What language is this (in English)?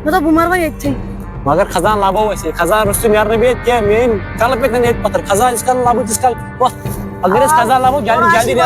Kashmiri